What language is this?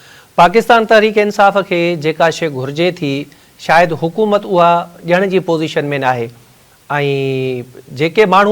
Sindhi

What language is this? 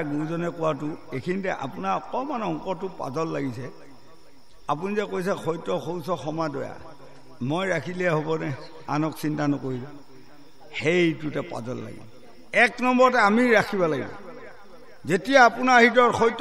Assamese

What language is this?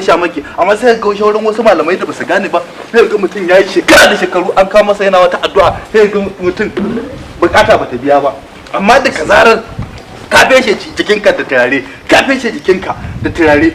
Hausa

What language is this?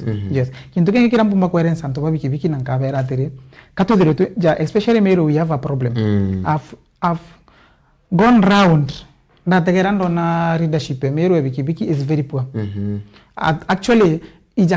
Meru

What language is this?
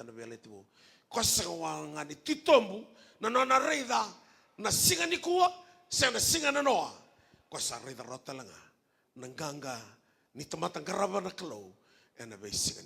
Fijian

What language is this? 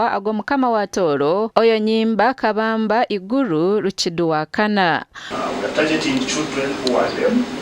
Nyankole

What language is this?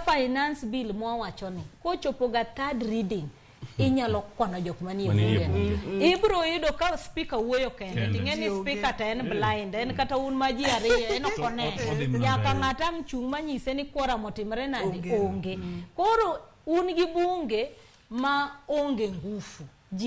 Luo (Kenya and Tanzania)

